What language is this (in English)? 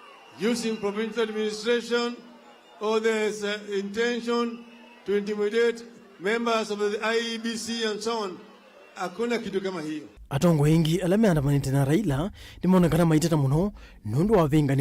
Kamba